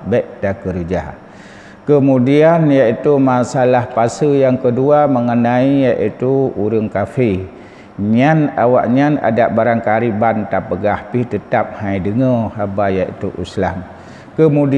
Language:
Achinese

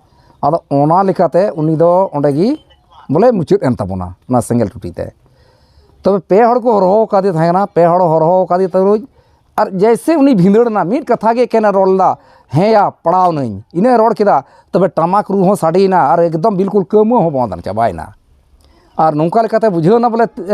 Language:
Santali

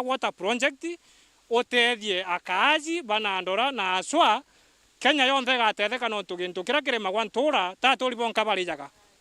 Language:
Meru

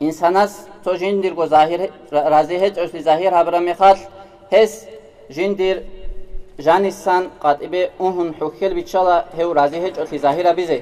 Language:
Avaric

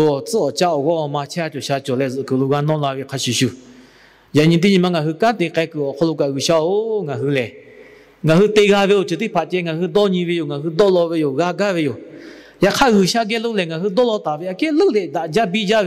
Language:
Lahu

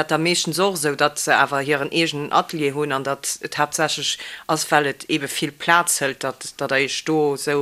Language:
Luxembourgish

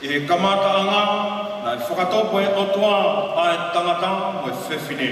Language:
Tongan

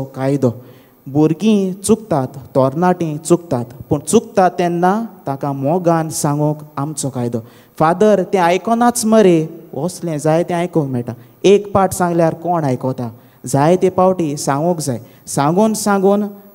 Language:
Konkani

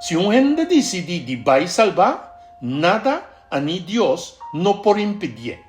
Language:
Papiamento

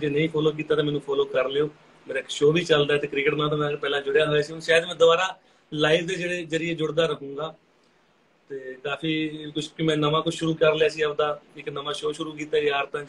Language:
Punjabi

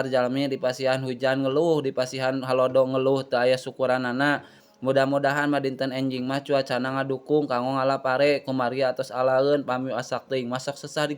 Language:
Sundanese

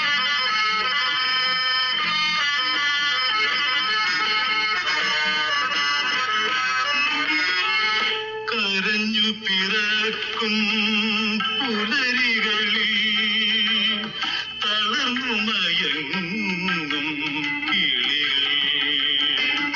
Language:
Malayalam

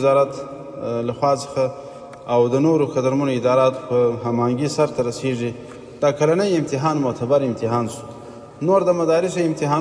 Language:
Pashto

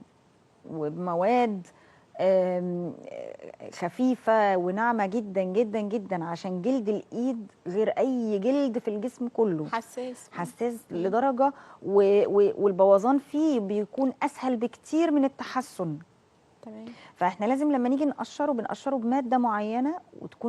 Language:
Egyptian Arabic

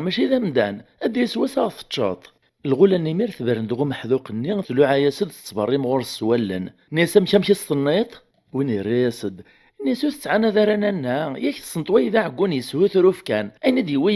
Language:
Kabyle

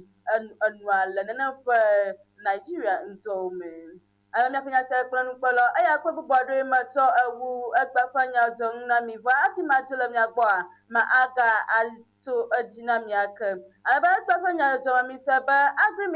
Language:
Ewe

